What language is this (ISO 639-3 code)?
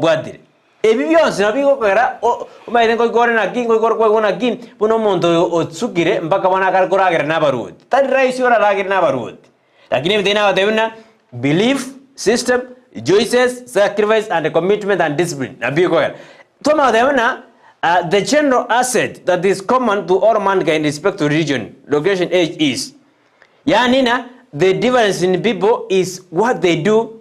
guz